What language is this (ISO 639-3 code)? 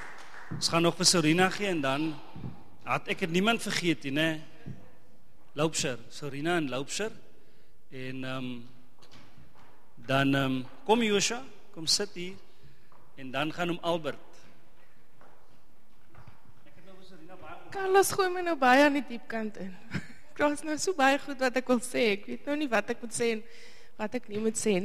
afr